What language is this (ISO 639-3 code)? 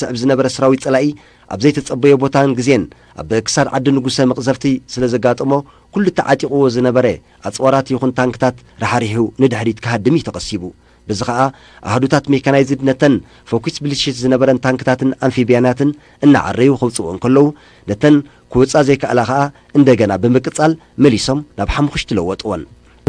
tir